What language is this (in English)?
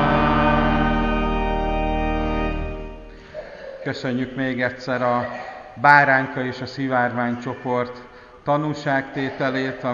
Hungarian